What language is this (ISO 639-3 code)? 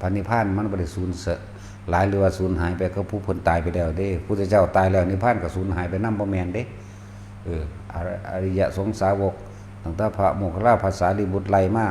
tts